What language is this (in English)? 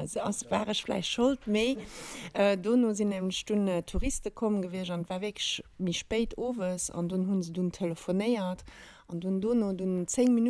Luxembourgish